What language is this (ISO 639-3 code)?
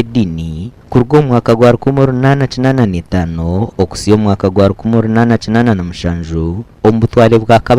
nyn